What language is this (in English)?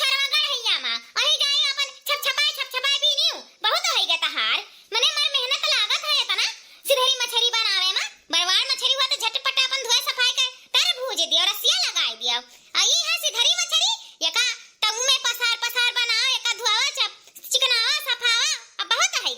Awadhi